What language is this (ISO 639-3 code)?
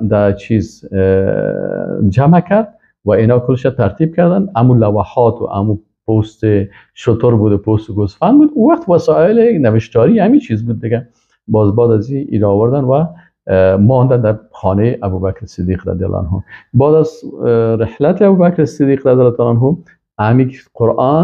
fas